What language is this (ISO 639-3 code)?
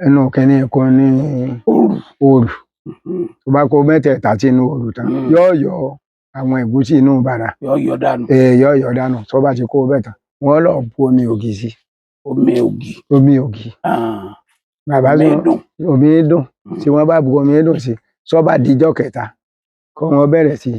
yor